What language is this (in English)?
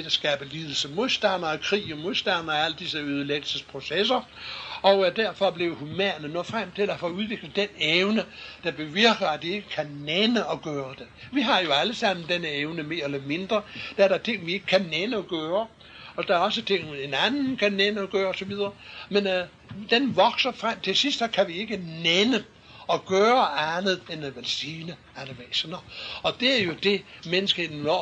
Danish